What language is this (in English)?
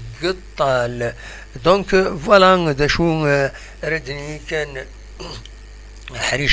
Kabyle